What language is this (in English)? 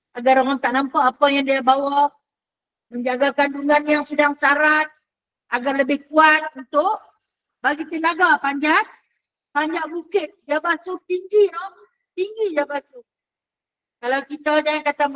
Malay